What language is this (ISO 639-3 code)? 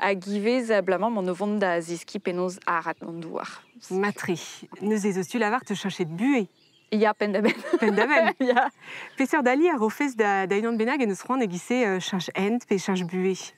bre